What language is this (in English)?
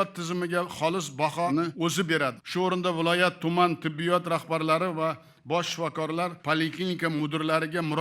Uzbek